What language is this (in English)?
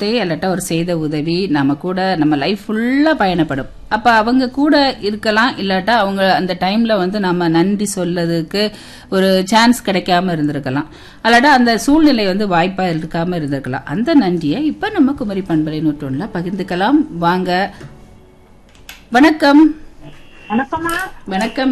Tamil